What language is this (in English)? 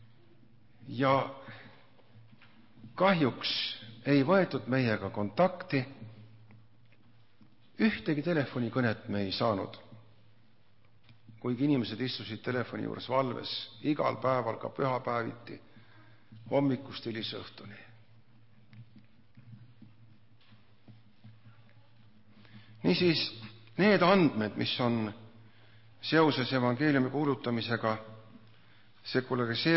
Estonian